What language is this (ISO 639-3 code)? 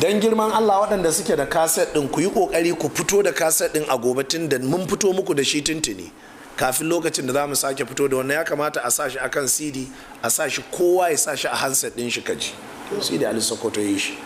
hau